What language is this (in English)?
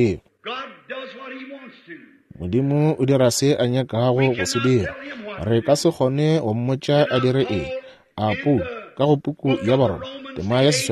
Northern Sotho